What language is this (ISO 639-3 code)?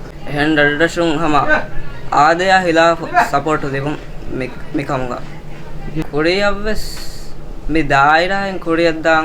div